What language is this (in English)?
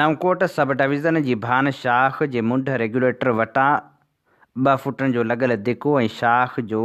Sindhi